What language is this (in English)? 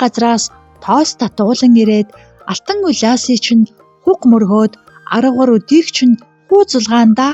Mongolian